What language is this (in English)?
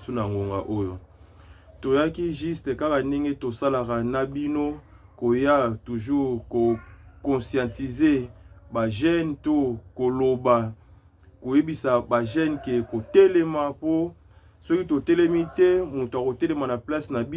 Lingala